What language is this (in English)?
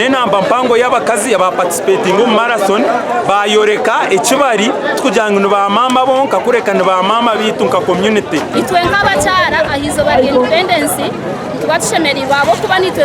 Nyankole